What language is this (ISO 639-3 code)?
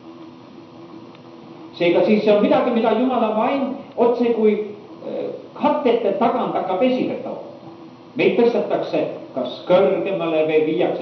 est